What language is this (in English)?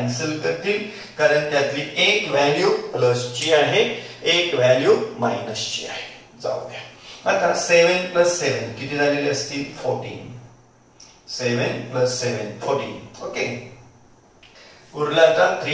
Marathi